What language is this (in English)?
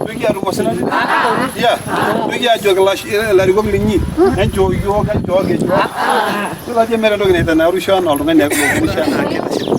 Masai